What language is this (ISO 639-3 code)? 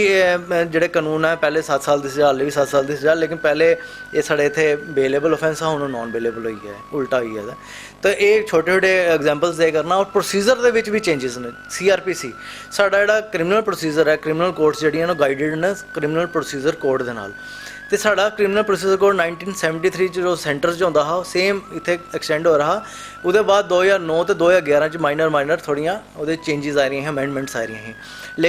doi